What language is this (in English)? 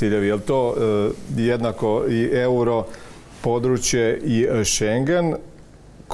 Croatian